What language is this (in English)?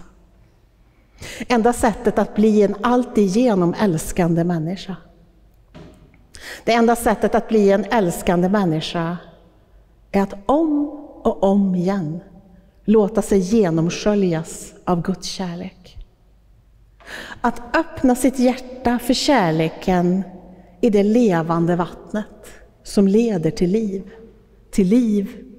Swedish